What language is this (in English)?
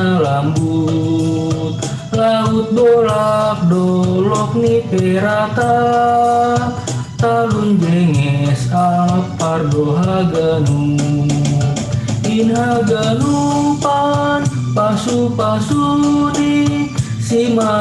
Batak Simalungun